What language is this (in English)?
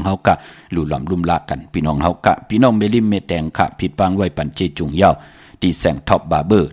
Shan